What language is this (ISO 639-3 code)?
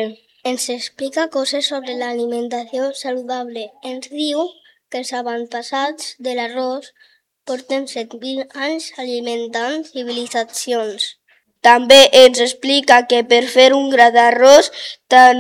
cat